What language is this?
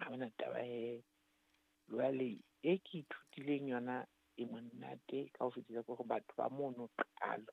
Southern Sotho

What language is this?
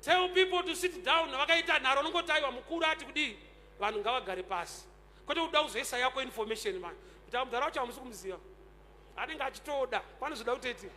Shona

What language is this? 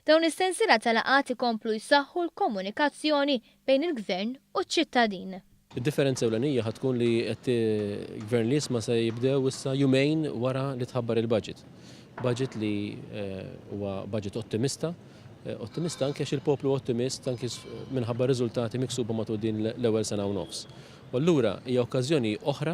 Maltese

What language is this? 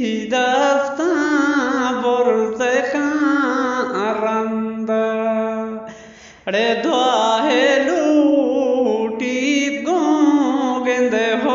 Eastern Balochi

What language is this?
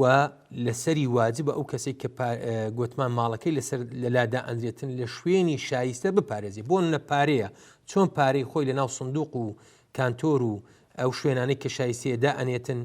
Central Kurdish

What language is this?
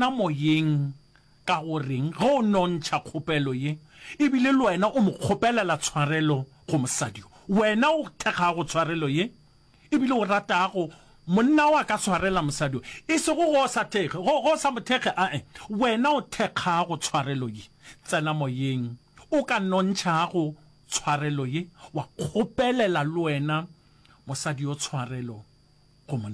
Northern Sotho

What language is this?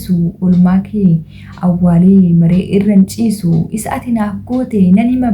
Oromo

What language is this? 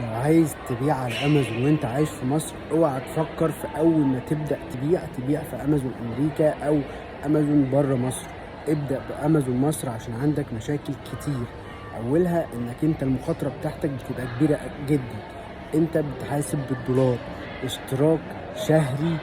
Egyptian Arabic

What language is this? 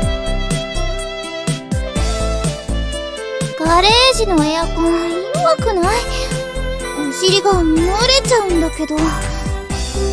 Japanese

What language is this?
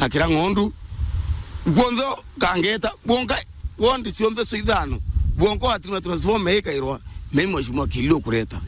Meru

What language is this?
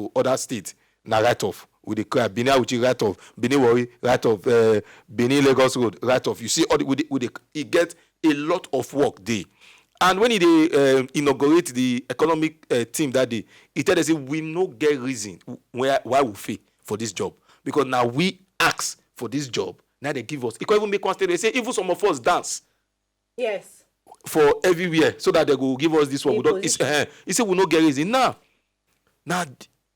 Nigerian Pidgin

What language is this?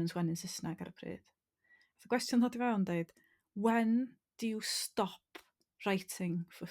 Welsh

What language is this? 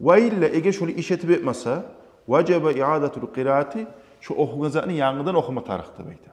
Kumyk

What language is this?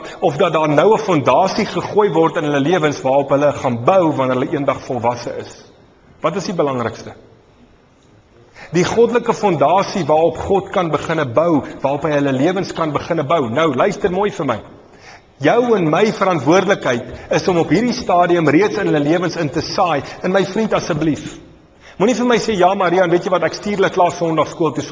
Afrikaans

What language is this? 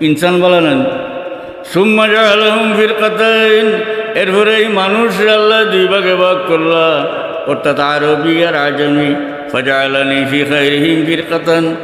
Sylheti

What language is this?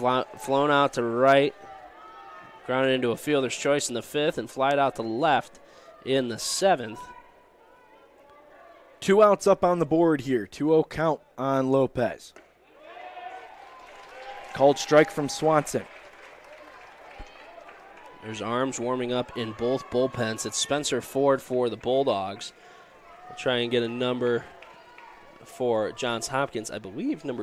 English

